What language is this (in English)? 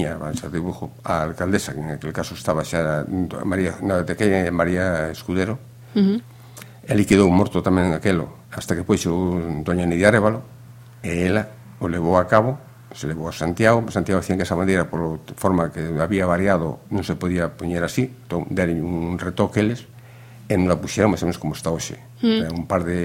Galician